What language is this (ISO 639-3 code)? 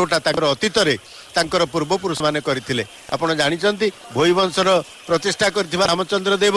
ori